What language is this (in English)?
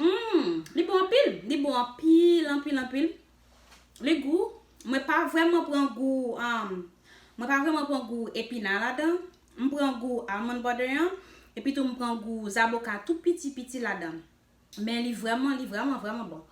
Haitian Creole